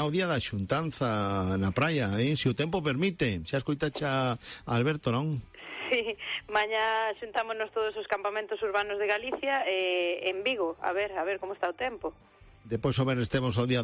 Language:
Galician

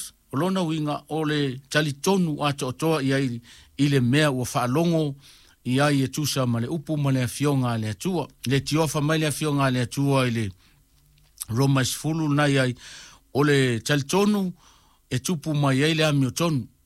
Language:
Samoan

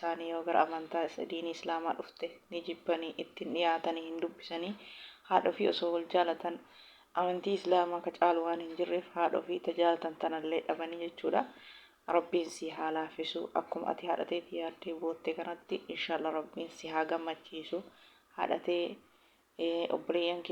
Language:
Oromo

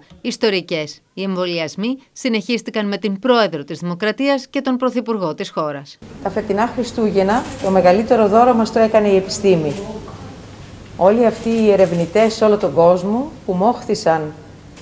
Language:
Greek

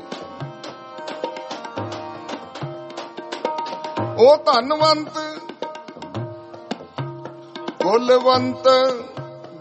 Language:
Punjabi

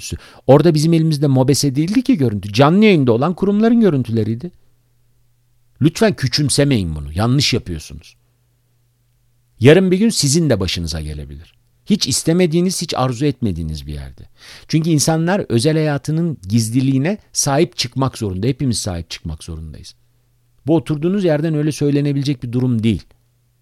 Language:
Turkish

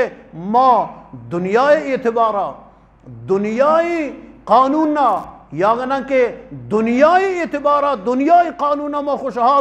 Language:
Eastern Balochi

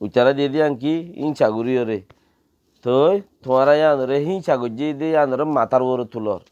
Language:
Rohingya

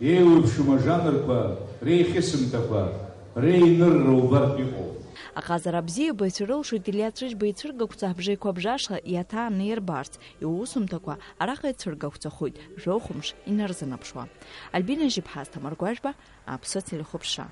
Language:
Abkhazian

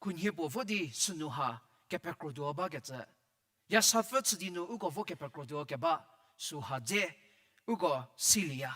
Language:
Angami Naga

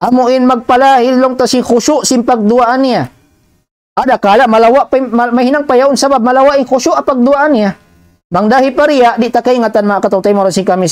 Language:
Tausug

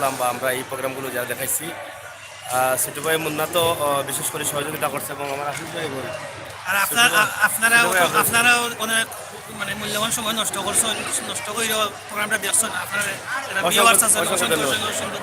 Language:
Sylheti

